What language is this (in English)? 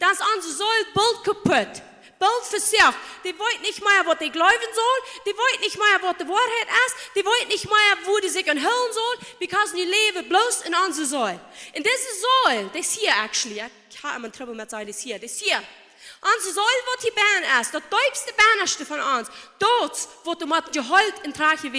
Plautdietsch